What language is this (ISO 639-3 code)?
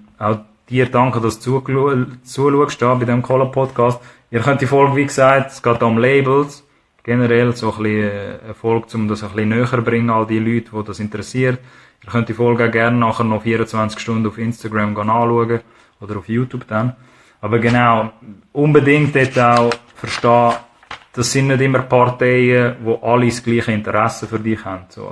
gsw